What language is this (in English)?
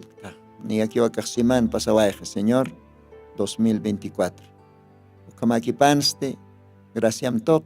Aymara